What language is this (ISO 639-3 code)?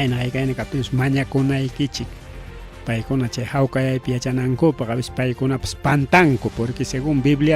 quy